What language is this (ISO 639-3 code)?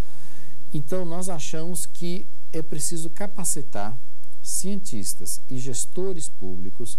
por